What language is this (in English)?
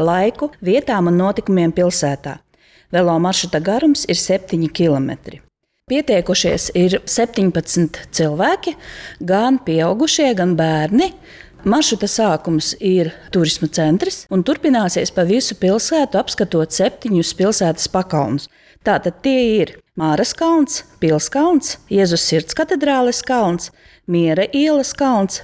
Latvian